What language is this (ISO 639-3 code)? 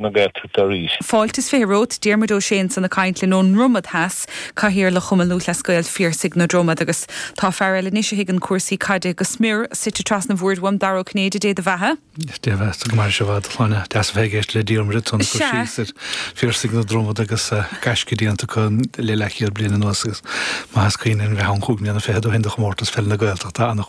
gle